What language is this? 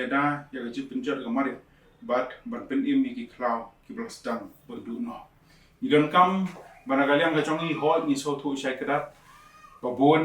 Khasi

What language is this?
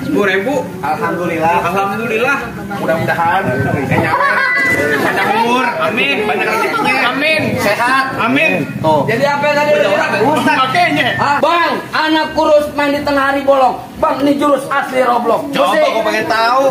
Betawi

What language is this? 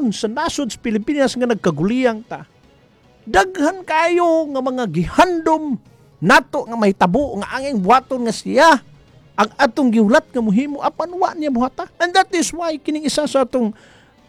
Cebuano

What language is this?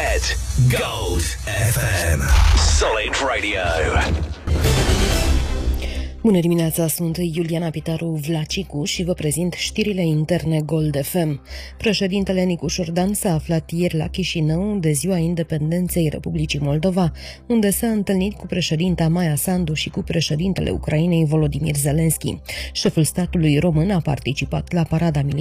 Romanian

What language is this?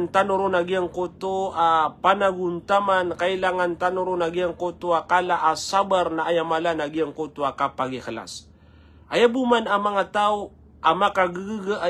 Maranao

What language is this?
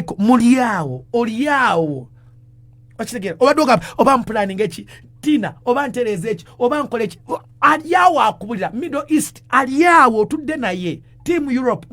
Ganda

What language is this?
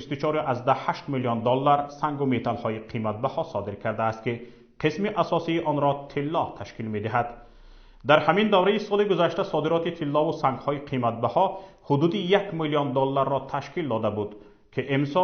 Tajik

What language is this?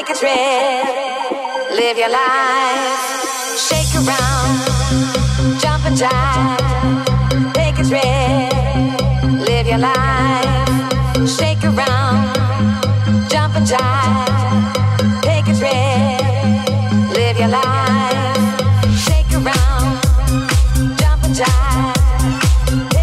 English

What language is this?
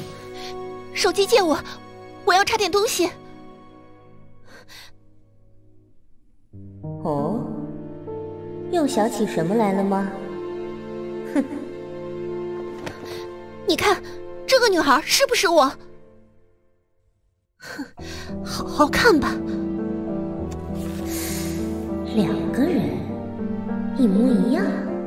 Chinese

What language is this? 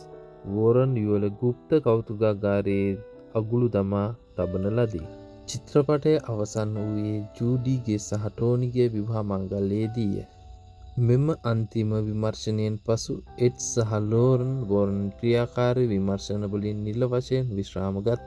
Sinhala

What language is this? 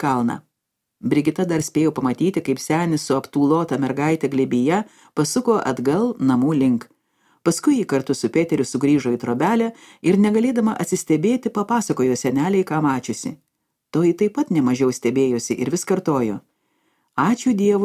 Lithuanian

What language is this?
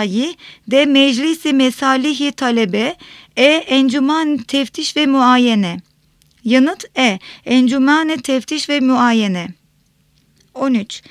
Turkish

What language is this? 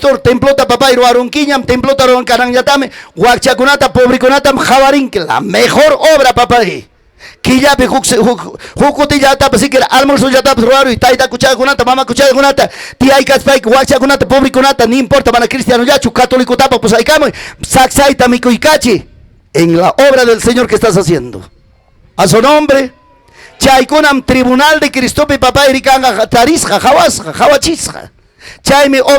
Ayacucho Quechua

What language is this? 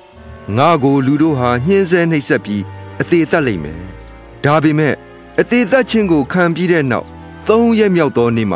Burmese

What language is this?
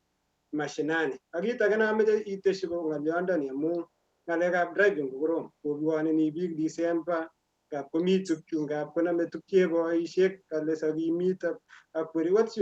Kalenjin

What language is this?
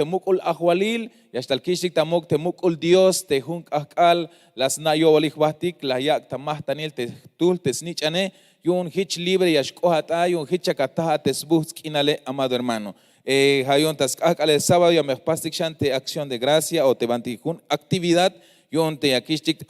Tzeltal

